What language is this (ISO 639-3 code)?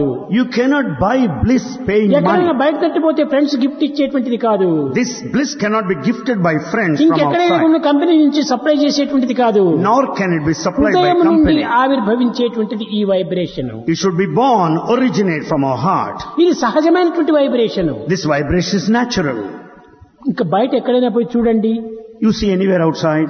tel